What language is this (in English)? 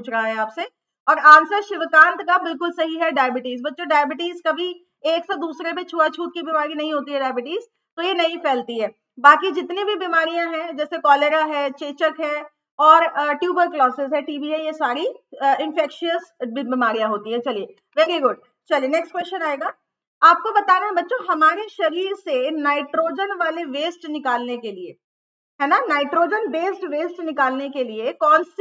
Hindi